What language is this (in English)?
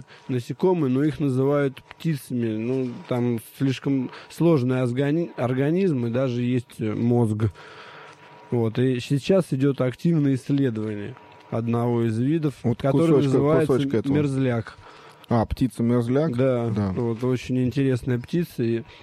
Russian